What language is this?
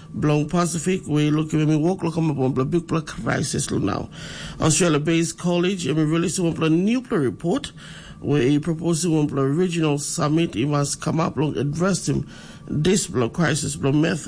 Tok Pisin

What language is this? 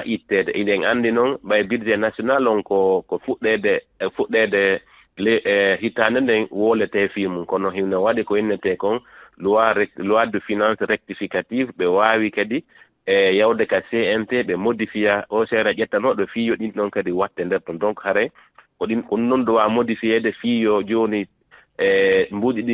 Fula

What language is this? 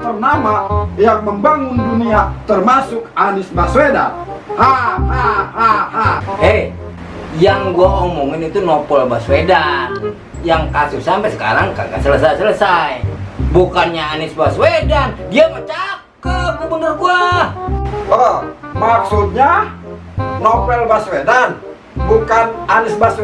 Betawi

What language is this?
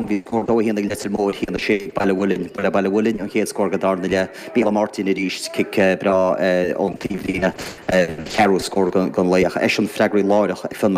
Irish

